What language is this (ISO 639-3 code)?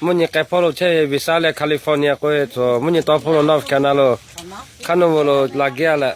lhu